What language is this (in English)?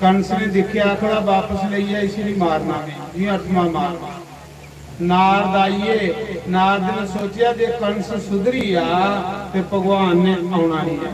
Dogri